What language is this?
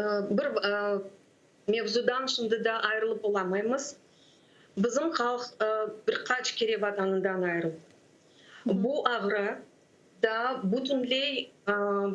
Crimean Tatar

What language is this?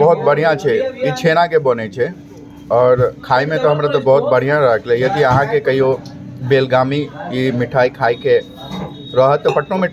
Maithili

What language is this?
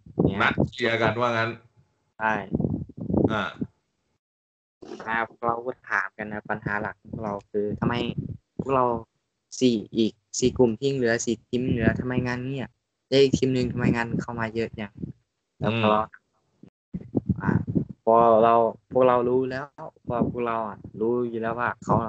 Thai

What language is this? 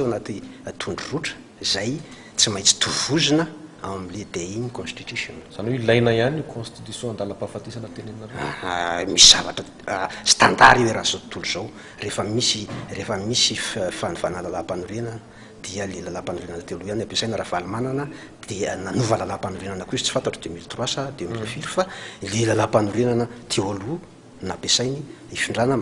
Malagasy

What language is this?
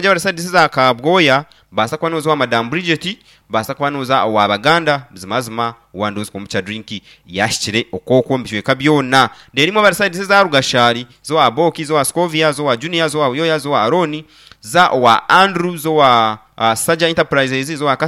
Nyankole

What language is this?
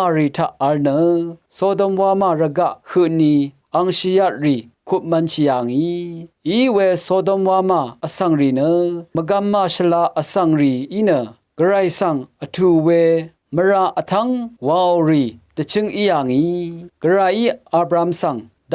Rawang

